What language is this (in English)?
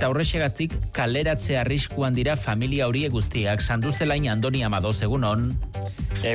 Basque